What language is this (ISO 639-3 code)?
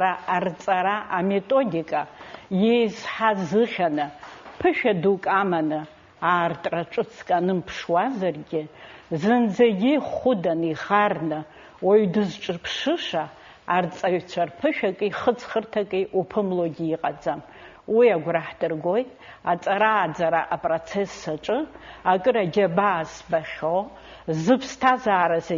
abk